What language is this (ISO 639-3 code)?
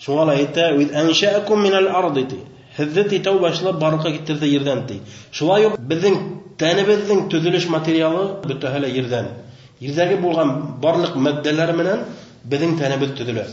bak